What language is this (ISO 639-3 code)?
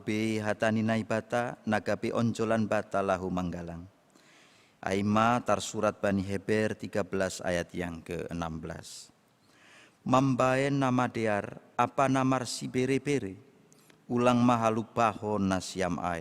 bts